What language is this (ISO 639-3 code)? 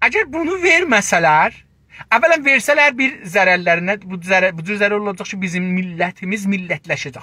azb